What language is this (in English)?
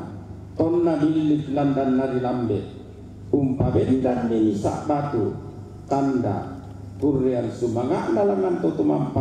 Toraja-Sa'dan